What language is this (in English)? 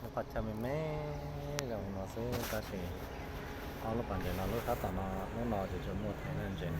Hmong